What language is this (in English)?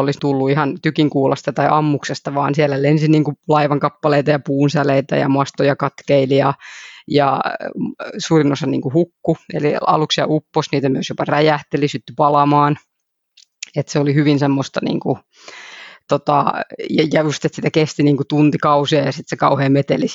Finnish